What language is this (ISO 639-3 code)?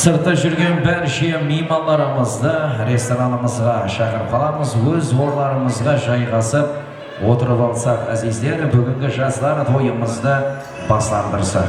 kaa